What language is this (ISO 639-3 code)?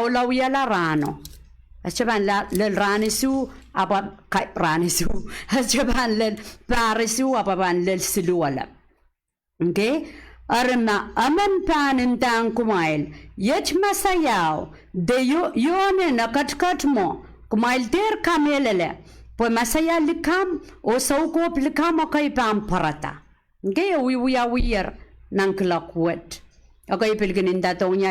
pon